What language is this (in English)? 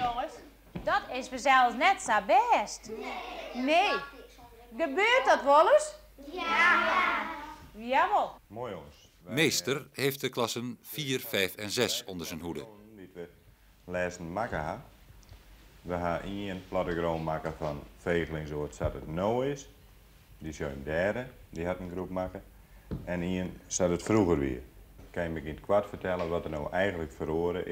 Western Frisian